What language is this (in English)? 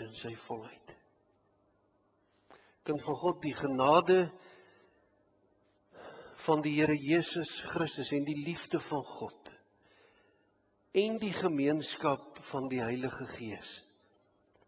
Afrikaans